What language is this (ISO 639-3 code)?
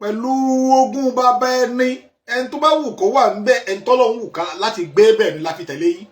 yor